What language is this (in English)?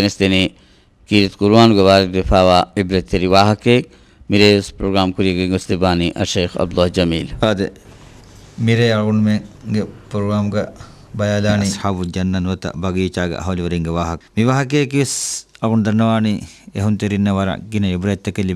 Divehi